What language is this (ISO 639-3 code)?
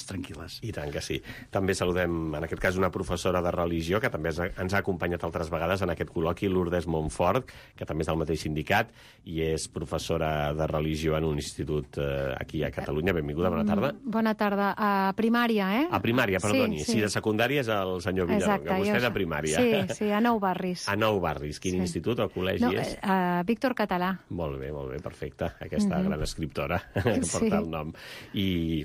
cat